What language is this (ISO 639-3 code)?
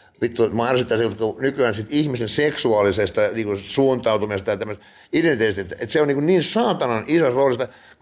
fin